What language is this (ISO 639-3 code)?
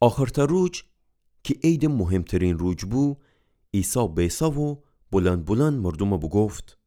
glk